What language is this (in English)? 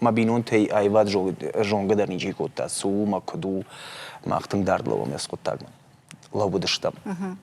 Ossetic